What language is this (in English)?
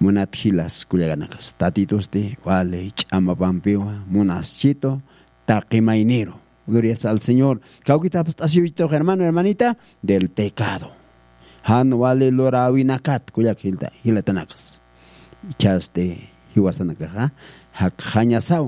Aymara